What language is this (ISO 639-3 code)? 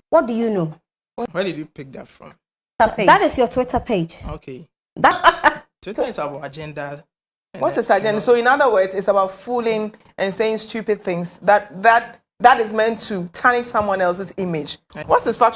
pcm